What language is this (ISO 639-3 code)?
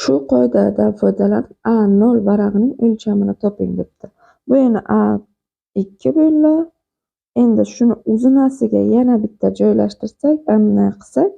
uzb